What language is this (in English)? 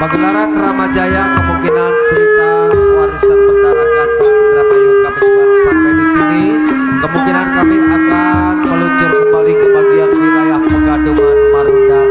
Betawi